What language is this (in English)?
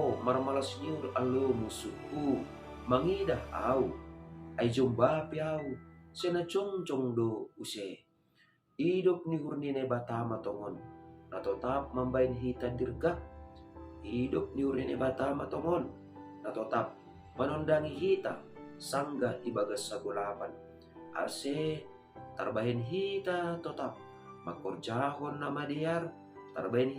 Batak Simalungun